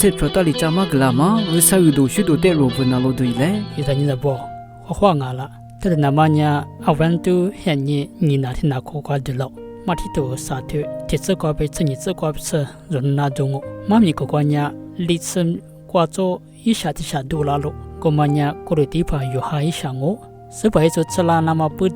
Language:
Lisu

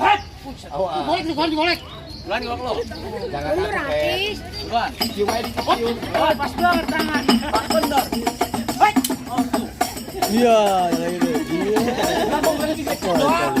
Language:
Betawi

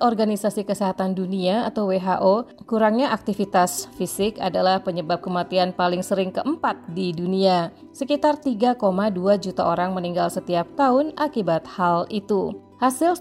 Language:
Indonesian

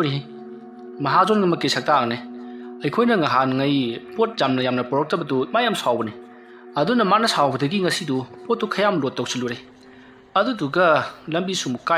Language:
Manipuri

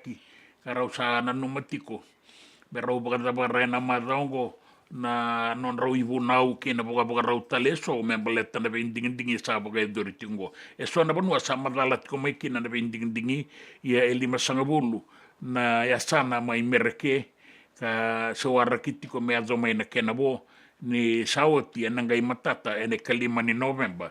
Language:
Fijian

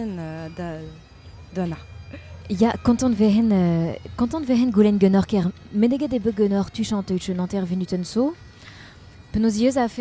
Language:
Breton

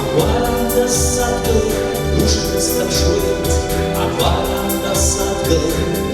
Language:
Abkhazian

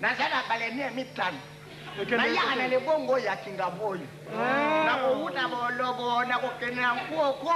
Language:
Lingala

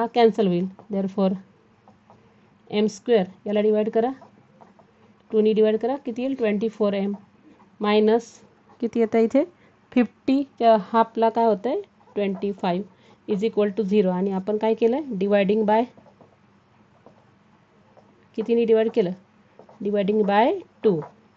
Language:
Marathi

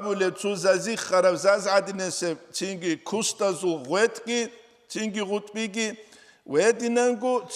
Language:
Avaric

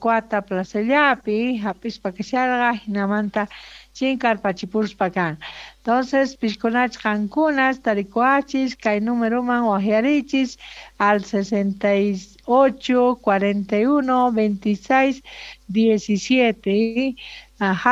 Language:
South Bolivian Quechua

